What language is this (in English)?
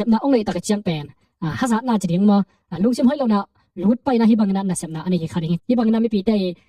Tedim Chin